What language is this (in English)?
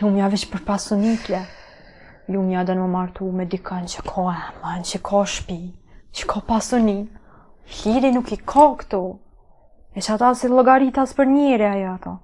Albanian